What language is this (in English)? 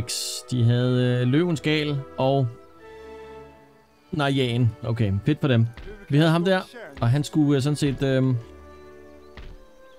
Danish